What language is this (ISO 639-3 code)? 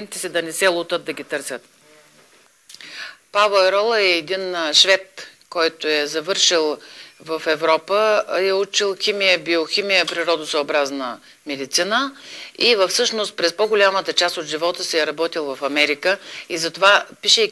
bul